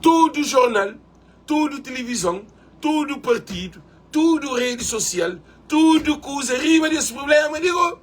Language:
Kabuverdianu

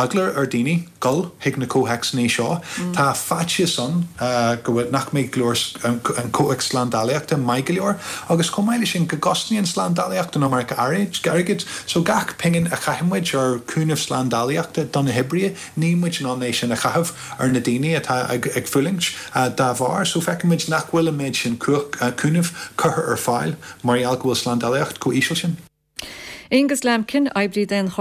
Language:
Irish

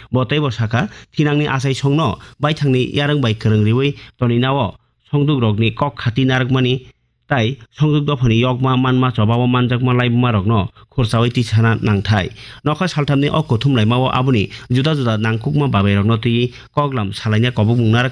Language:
Kok Borok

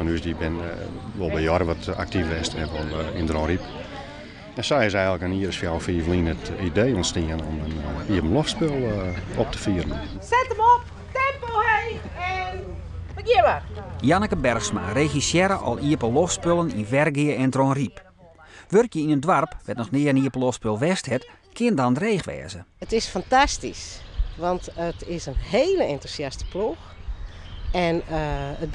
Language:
Western Frisian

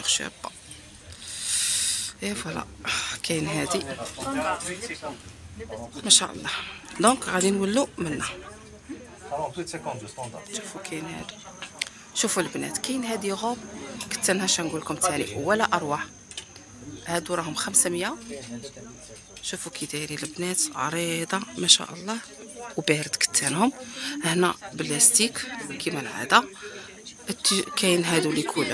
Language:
Algerian Arabic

